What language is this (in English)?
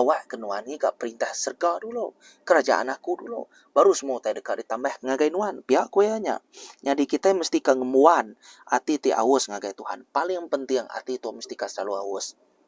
Iban